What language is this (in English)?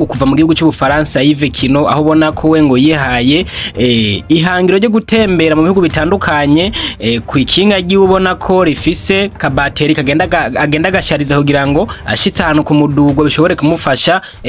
Rundi